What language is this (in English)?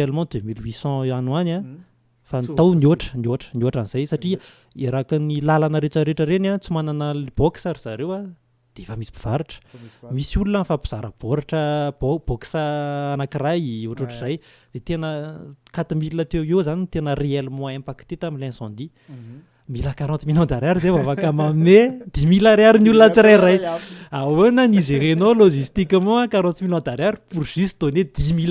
Malagasy